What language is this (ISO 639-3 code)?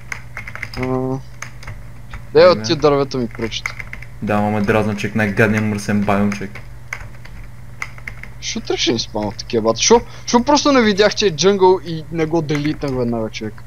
bul